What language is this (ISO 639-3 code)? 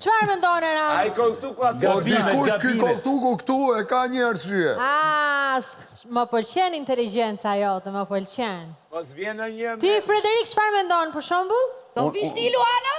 sqi